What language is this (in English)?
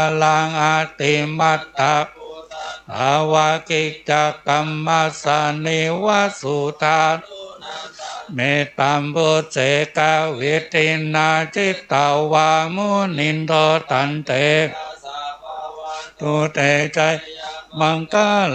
Pali